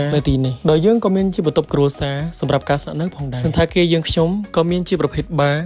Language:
Khmer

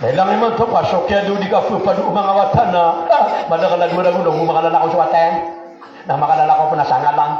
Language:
Maranao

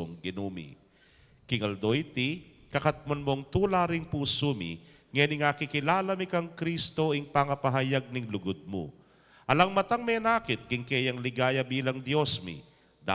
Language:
Pampanga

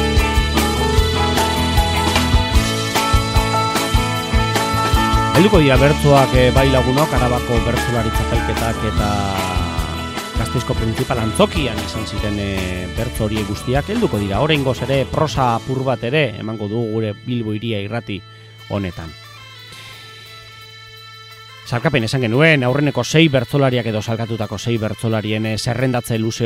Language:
Basque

